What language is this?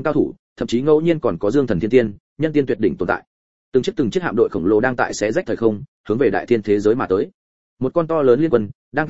Vietnamese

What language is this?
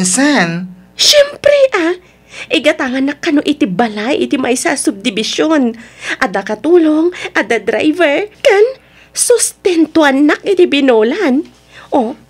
Iloko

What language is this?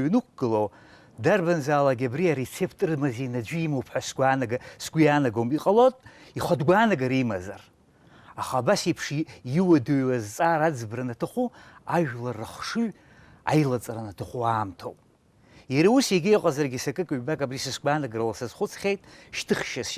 Abkhazian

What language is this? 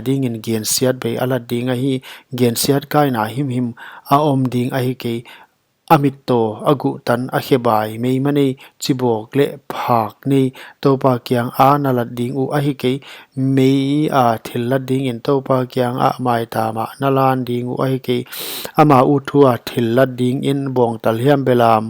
Paite Chin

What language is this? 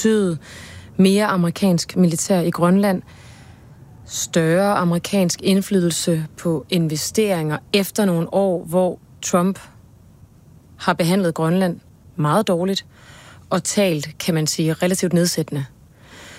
Danish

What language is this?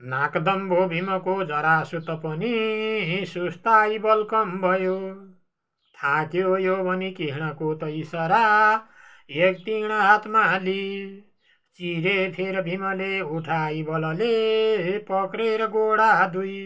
Nepali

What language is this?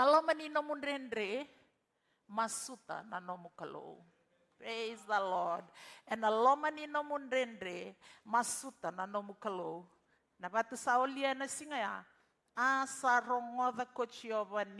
Fijian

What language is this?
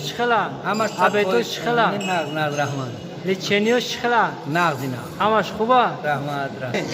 Tajik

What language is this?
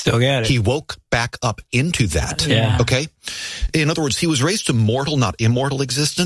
English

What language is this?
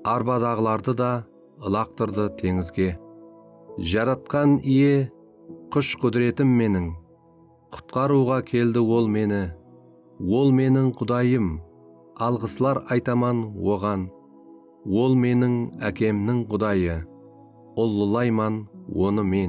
Kara-Kalpak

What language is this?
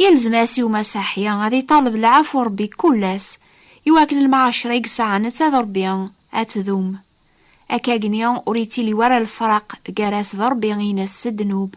Kabyle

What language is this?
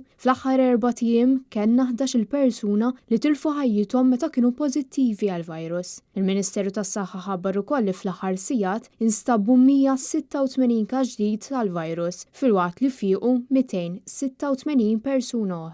Maltese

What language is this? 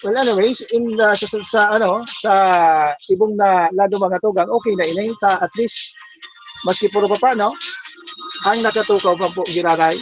Bikol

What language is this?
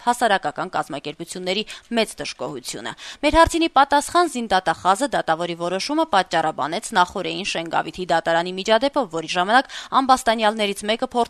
Armenian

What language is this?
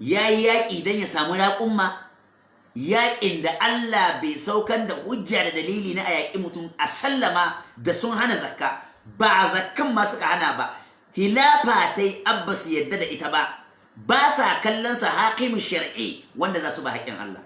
Hausa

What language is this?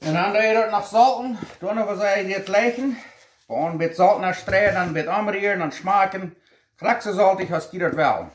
Plautdietsch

